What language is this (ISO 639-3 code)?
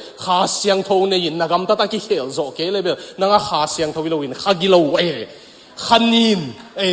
ctd